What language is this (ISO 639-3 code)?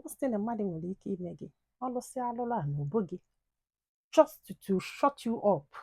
ibo